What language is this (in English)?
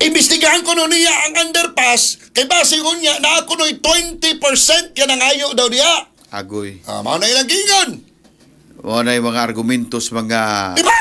Cebuano